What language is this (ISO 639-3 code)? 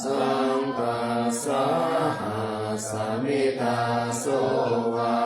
pli